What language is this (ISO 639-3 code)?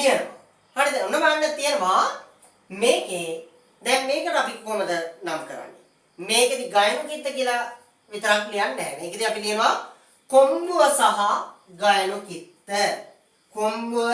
sin